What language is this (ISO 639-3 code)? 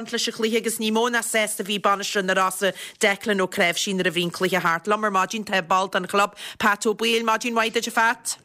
gle